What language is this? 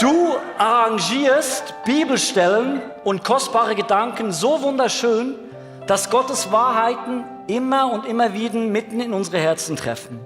Swiss German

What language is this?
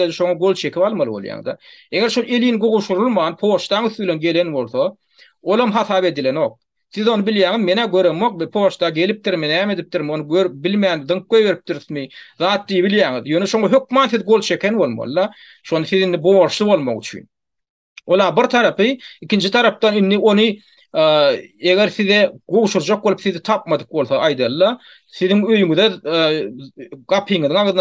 Turkmen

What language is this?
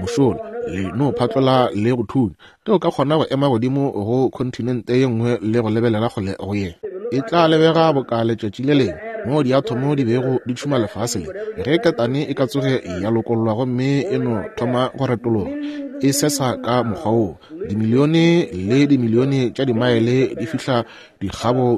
Northern Sotho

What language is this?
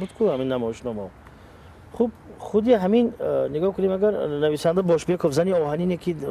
Tajik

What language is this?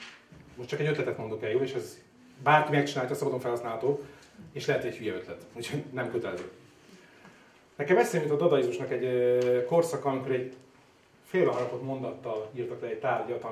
Hungarian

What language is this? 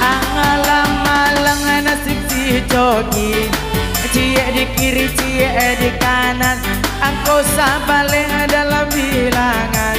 Minangkabau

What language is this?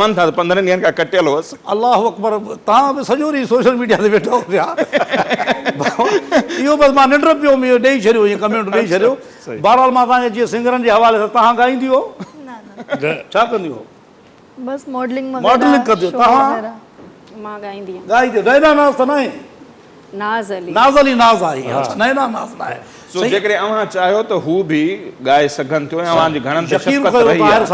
Sindhi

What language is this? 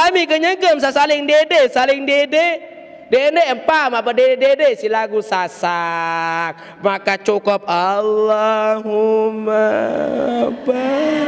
Sasak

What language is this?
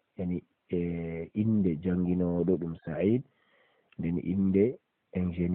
Fula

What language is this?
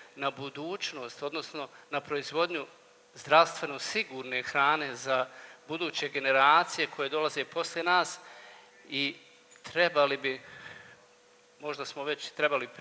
Croatian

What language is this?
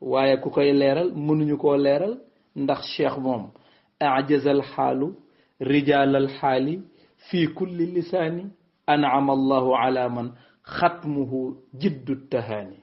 Wolof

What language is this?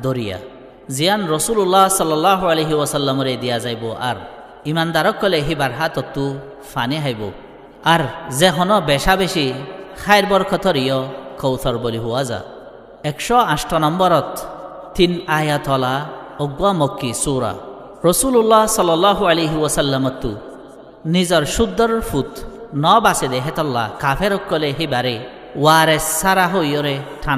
Rohingya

